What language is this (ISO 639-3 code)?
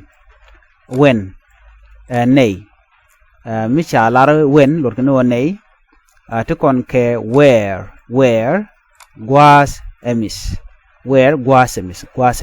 nus